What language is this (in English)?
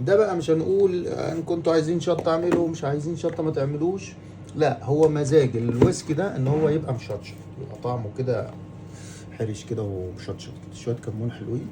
Egyptian Arabic